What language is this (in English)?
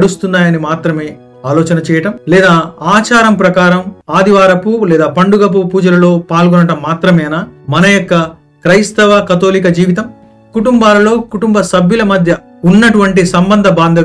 Telugu